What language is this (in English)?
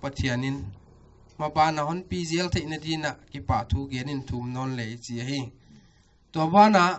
Paite Chin